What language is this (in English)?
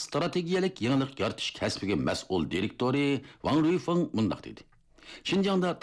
Uyghur